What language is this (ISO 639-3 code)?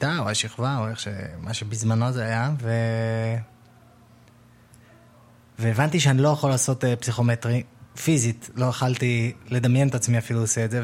heb